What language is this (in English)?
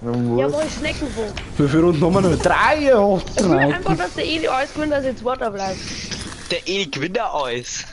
Bavarian